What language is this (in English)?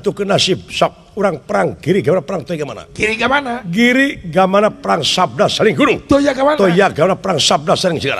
Sundanese